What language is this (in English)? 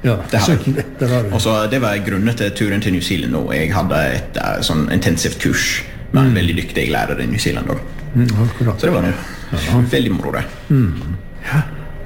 Norwegian